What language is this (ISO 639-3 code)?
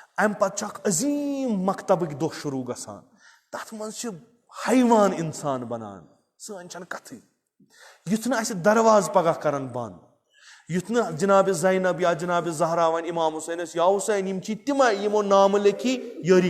kas